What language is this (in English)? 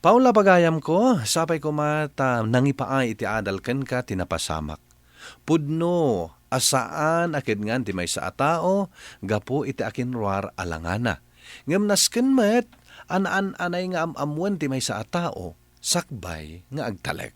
Iloko